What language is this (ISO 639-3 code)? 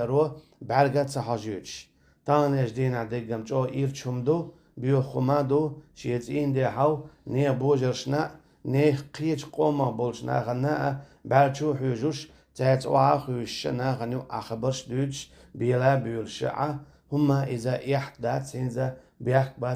che